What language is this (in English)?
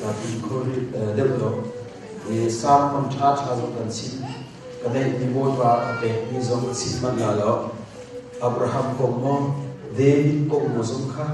Hakha Chin